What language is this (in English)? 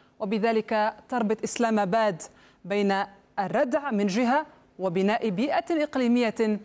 Arabic